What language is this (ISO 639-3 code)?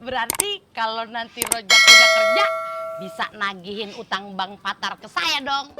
bew